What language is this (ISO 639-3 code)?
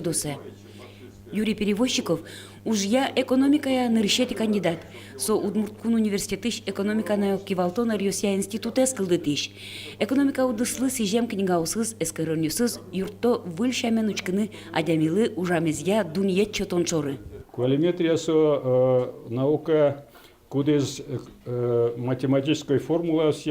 udm